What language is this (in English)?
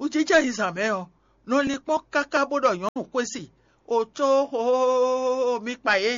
Fon